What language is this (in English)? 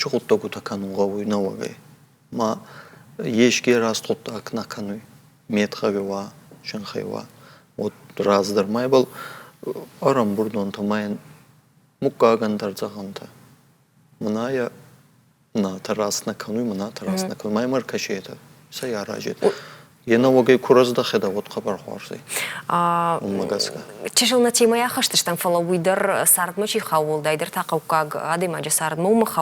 Ossetic